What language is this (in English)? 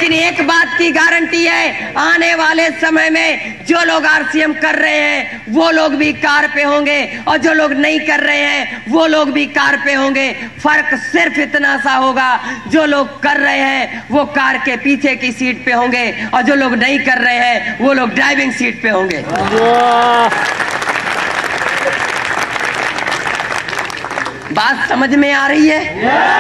Hindi